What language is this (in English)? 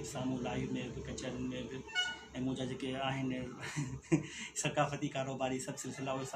Sindhi